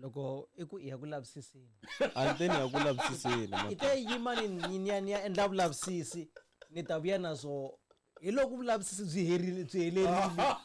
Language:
Tsonga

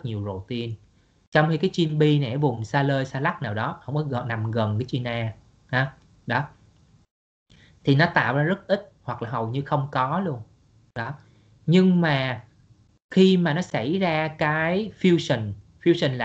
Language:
Vietnamese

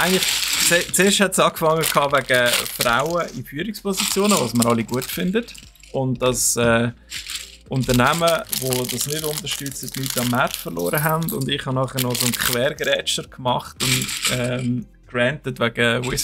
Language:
Swiss German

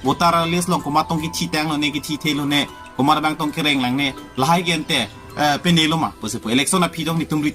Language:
Karbi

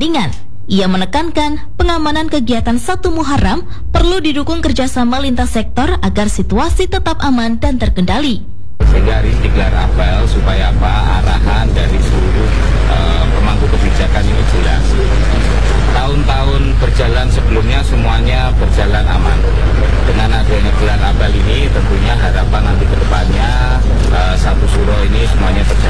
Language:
Indonesian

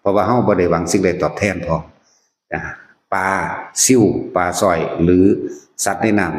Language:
Northeastern Thai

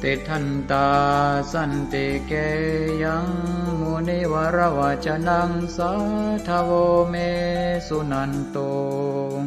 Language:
Pali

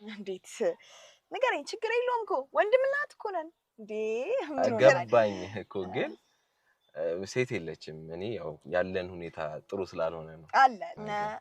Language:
Amharic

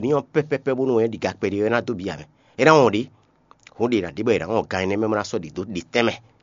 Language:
Fon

